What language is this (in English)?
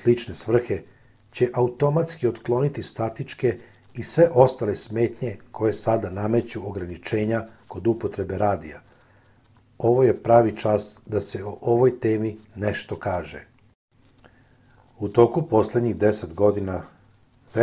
Serbian